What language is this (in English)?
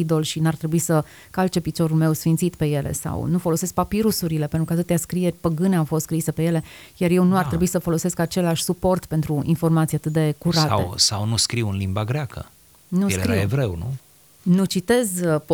Romanian